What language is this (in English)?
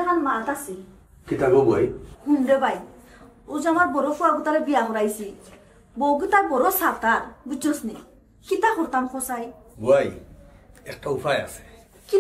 Sylheti